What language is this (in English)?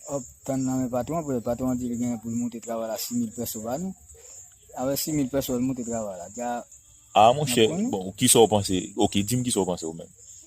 Haitian Creole